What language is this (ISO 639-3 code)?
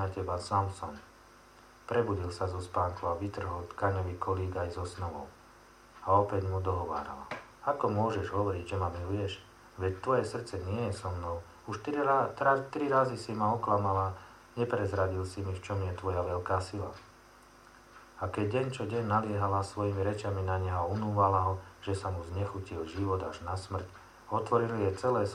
slk